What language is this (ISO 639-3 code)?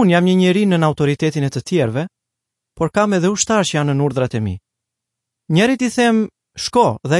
sqi